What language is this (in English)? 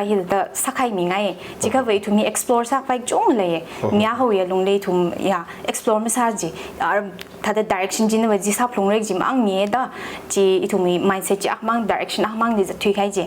Tangkhul Naga (India)